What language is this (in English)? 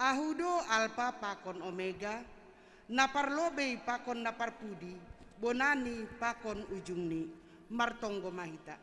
Batak Simalungun